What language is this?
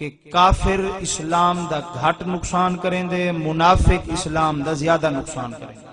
Saraiki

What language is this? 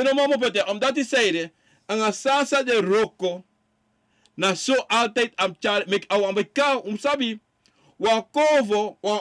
Sranan Tongo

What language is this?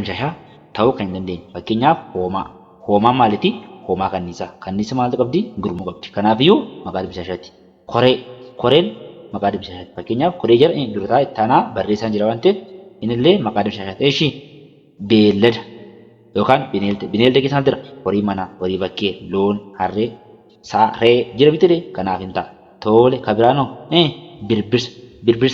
Oromo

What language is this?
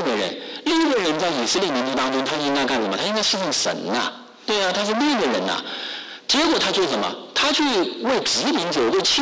Chinese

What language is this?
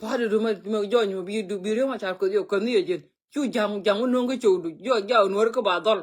Nuer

